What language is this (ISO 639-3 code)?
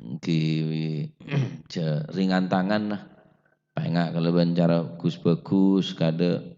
mad